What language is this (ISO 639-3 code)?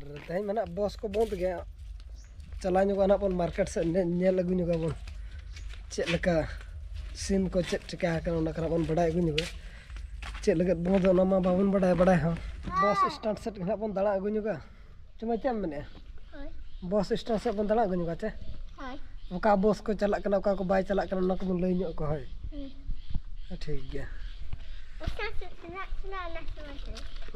sat